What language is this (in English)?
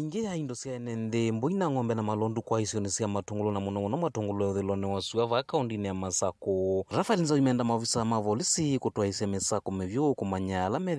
Kamba